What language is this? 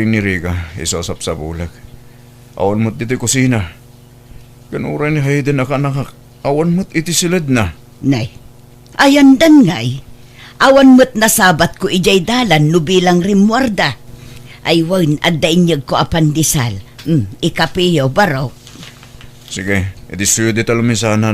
Iloko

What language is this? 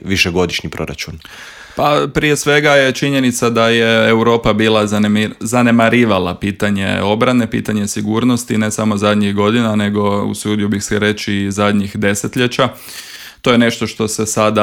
Croatian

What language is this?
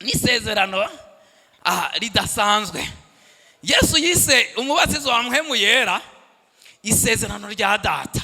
Rundi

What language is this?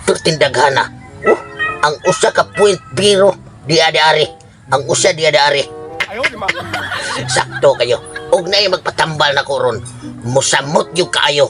Cebuano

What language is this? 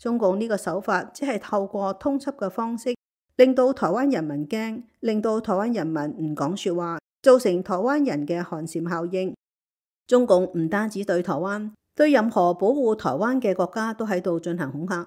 Cantonese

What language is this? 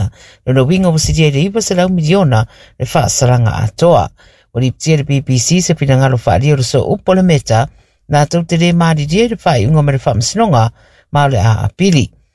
Samoan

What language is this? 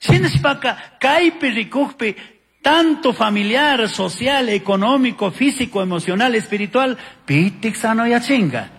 Chimborazo Highland Quichua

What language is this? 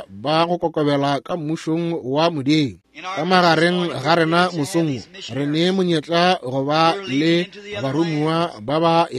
Northern Sotho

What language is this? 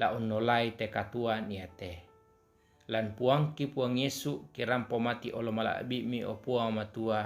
Toraja-Sa'dan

